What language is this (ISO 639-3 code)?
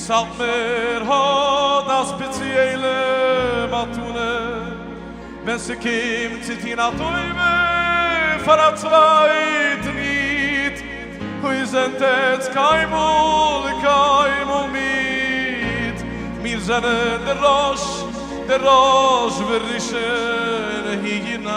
yid